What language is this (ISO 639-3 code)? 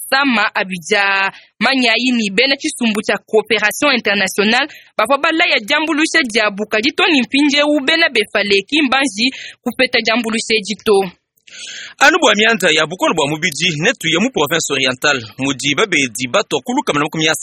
lua